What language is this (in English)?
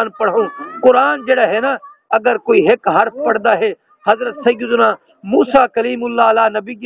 Saraiki